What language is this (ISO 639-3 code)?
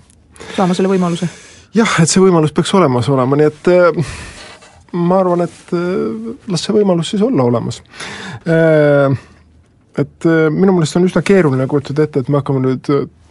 est